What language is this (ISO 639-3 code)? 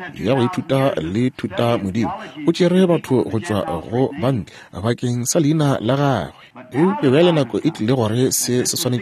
nso